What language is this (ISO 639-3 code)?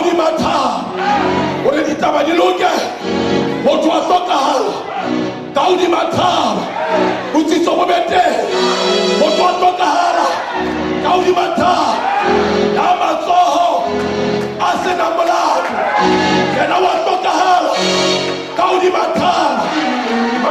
sot